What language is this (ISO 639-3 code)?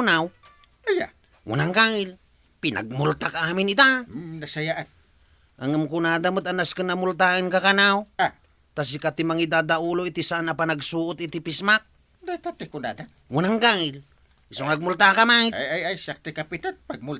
ilo